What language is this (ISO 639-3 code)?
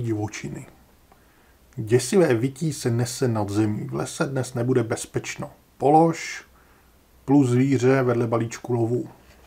ces